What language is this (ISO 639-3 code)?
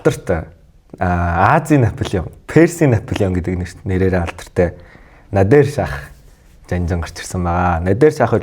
mon